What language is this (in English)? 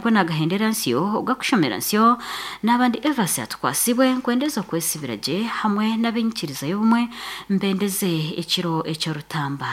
Nyankole